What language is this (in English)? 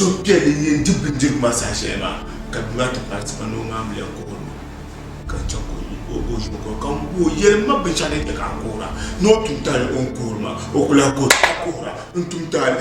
Dagbani